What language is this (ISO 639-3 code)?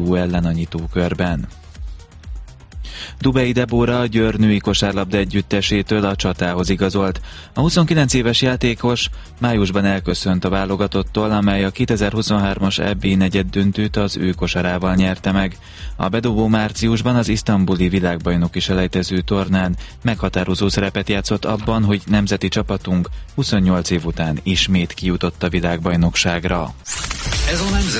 hun